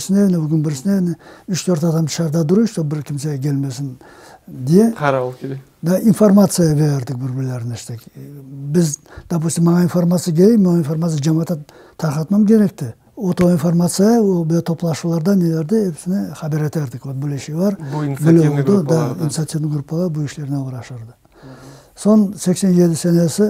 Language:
Crimean Tatar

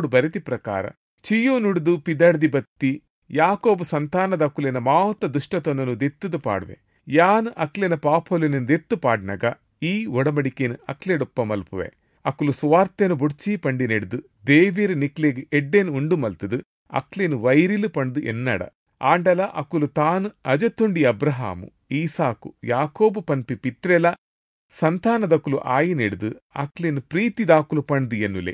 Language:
Tulu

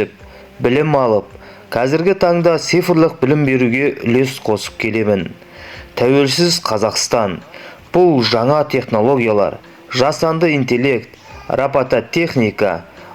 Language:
Kazakh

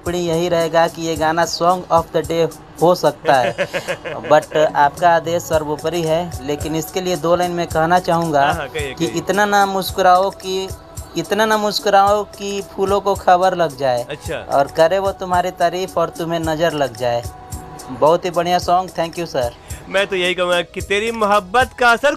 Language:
Hindi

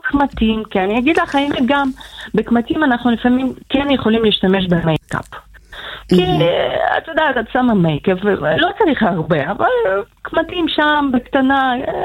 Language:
Hebrew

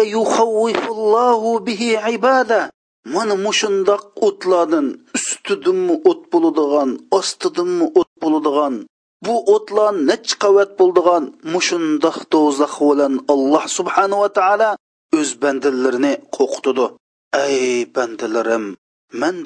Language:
Uyghur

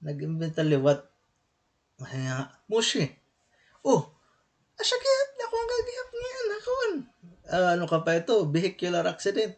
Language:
Waray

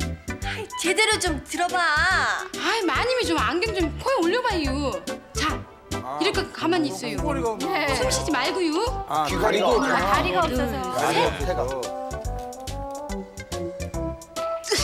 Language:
Korean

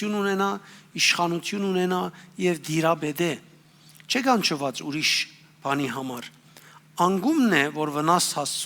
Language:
Western Armenian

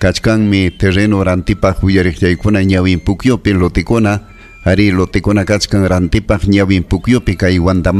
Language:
Ayacucho Quechua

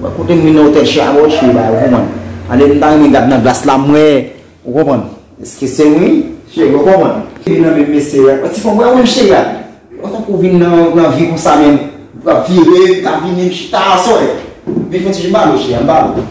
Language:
Haitian Creole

